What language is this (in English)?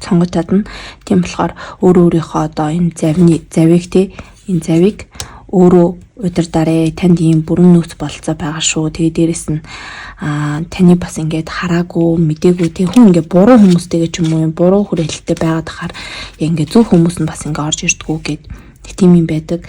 Mongolian